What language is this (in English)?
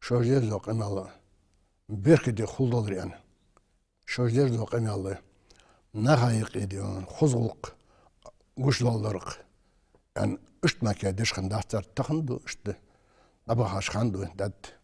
Ingush